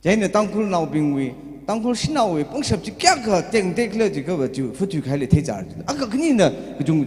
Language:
Tangkhul Naga (India)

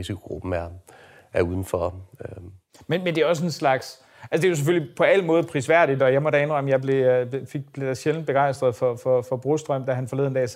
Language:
Danish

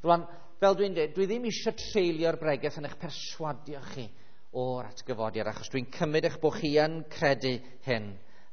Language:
Welsh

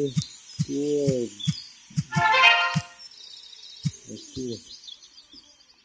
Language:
English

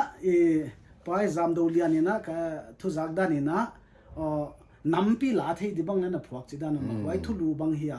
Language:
Paite Chin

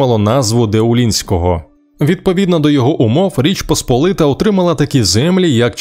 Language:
Ukrainian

